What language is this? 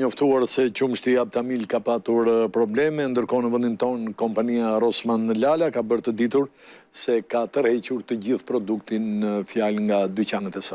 Albanian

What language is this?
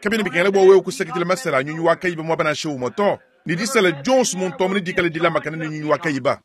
Luba-Lulua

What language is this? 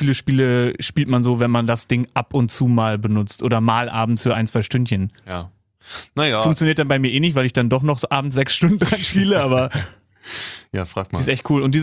German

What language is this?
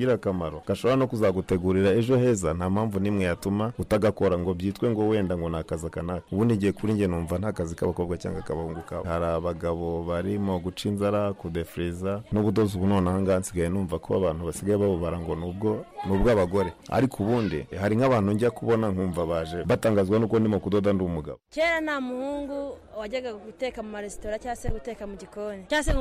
Kinyarwanda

